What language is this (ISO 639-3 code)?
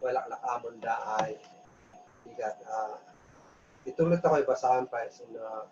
kne